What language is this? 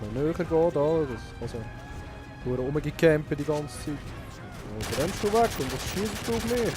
Swiss German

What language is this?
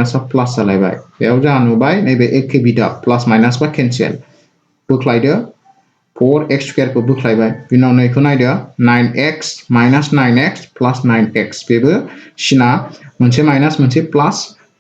Bodo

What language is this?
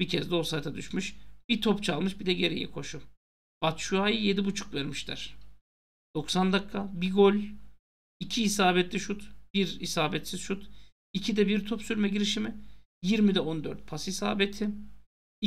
Turkish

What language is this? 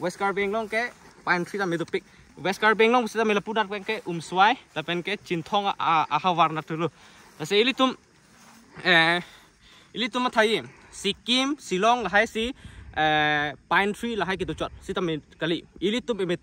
Karbi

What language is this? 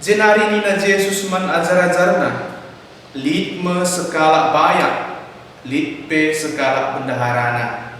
Batak Karo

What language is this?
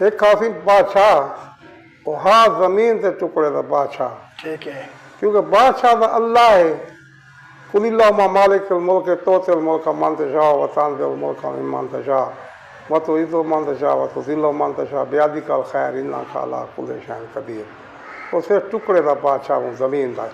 Saraiki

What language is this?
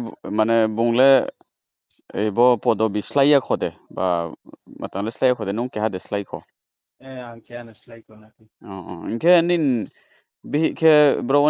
Riang (India)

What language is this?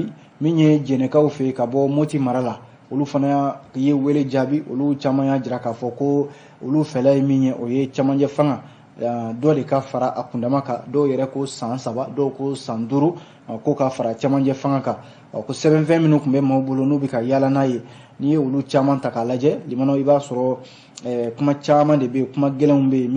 Bambara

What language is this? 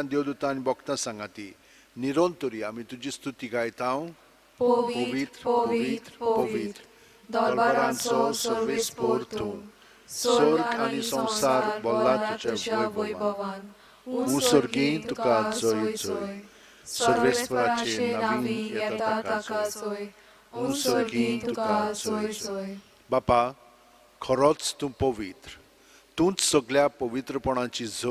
Konkani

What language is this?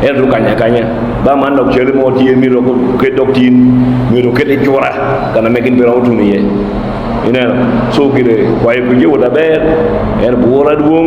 Lango (Uganda)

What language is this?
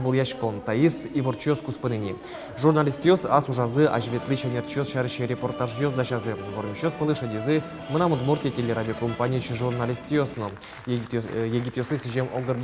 Udmurt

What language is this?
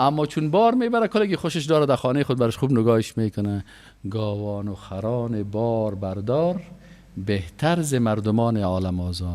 Persian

